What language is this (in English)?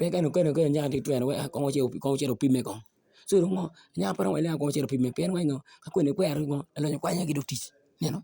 Acoli